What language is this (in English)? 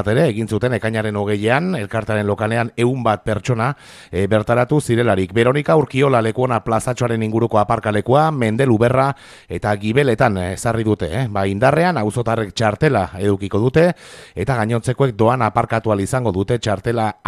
Basque